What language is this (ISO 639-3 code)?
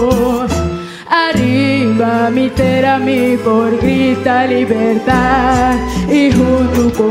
pap